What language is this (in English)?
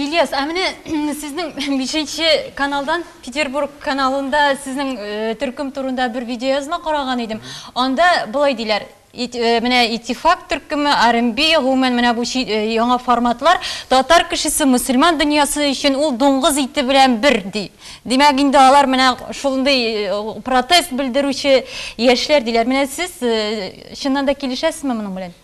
Tatar